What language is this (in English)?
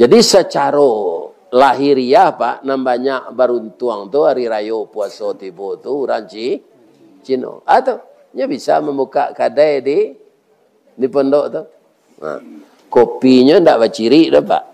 Minangkabau